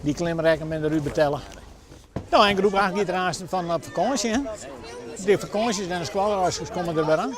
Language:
Western Frisian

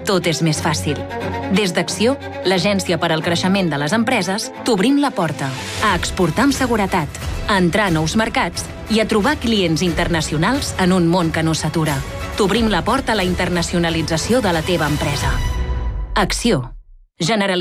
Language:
Catalan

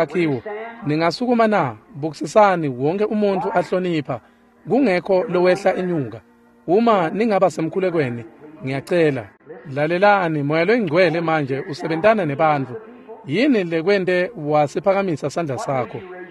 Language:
Swati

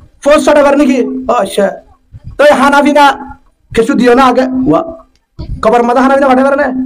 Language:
Rohingya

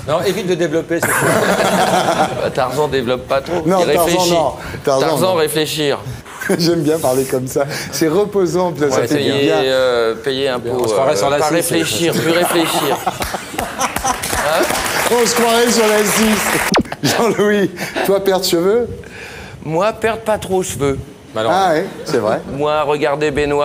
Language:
French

